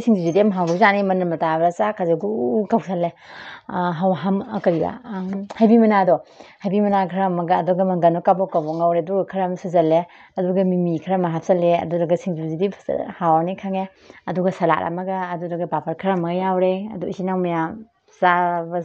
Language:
Manipuri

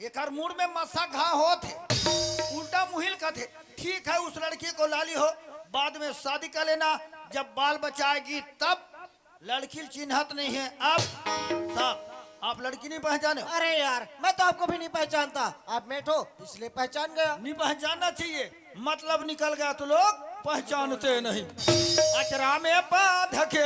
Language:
Chhattisgarhi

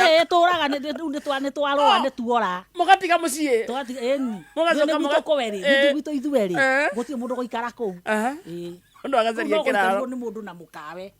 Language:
Kikuyu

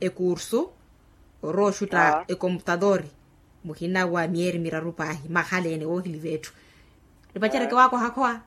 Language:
Makhuwa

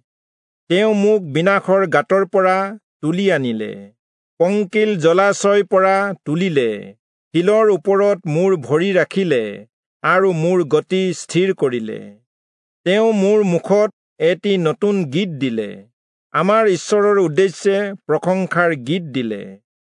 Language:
Assamese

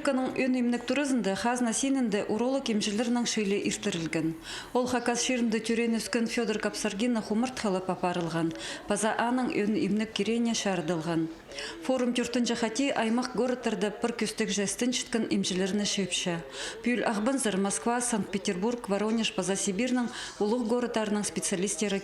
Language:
Khakas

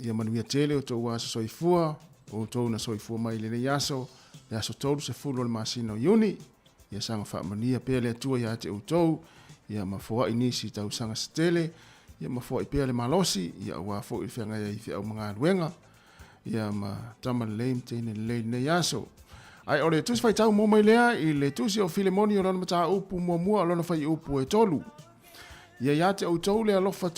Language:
Samoan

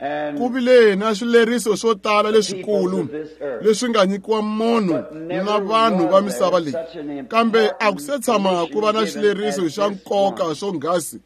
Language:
Tsonga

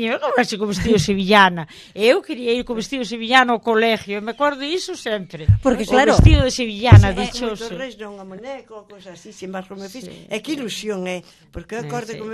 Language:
Galician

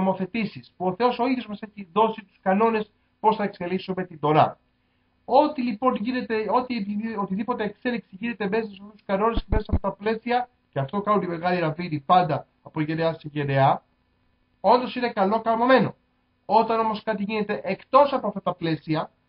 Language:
Greek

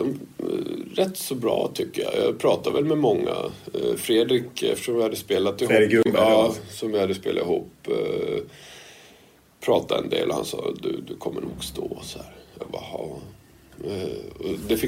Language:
Swedish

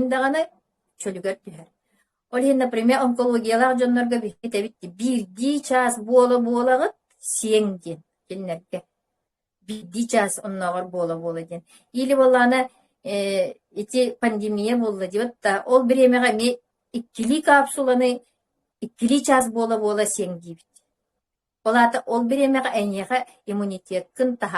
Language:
Yakut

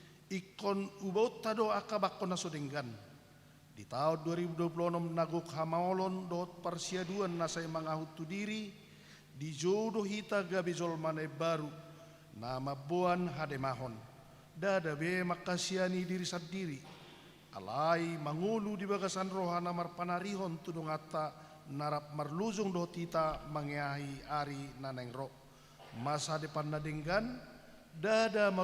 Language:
Batak Toba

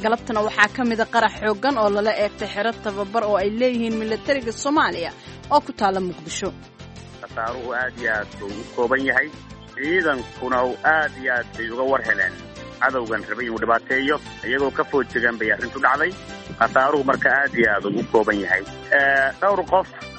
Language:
Somali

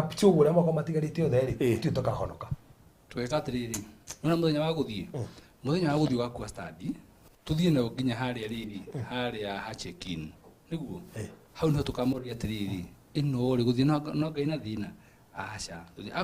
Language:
Kikuyu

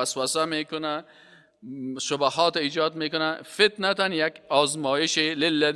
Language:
Persian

